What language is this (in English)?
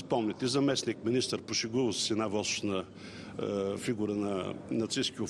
Bulgarian